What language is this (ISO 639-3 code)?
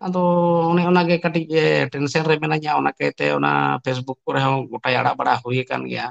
sat